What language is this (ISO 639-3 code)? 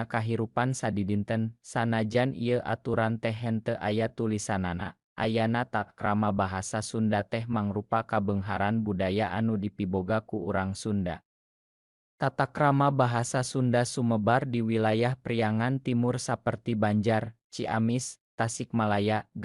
sun